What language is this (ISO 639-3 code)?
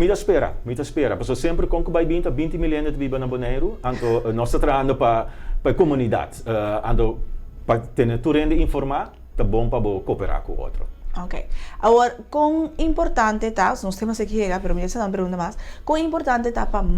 pap